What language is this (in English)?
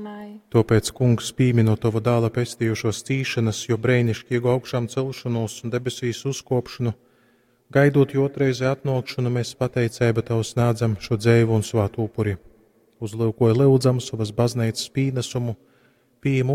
Latgalian